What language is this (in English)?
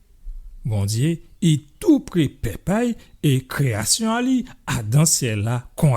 Guadeloupean Creole French